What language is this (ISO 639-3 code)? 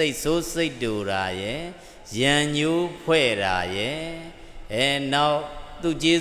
mya